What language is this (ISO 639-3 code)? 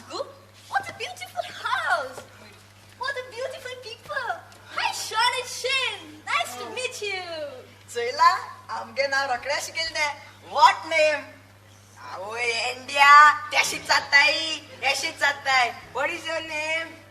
kok